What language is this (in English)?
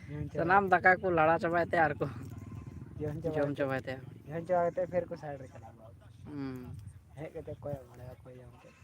Santali